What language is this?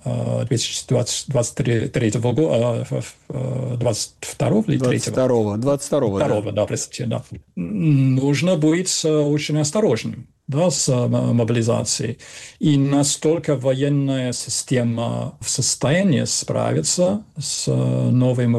Russian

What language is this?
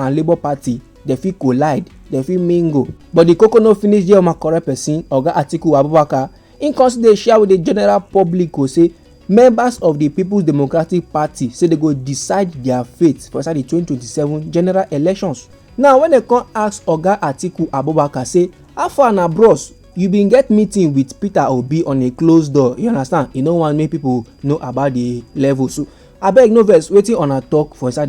Nigerian Pidgin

